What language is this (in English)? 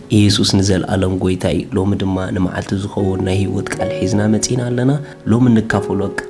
Tigrinya